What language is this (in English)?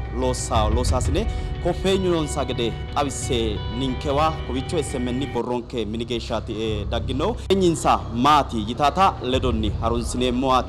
Sidamo